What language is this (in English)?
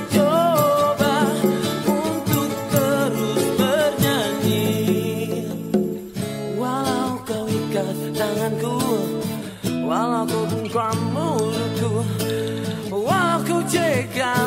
Indonesian